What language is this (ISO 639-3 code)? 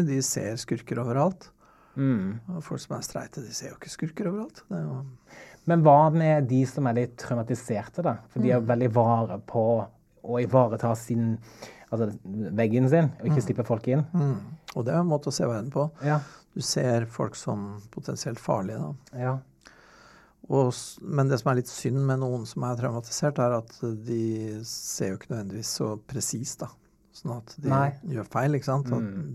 nor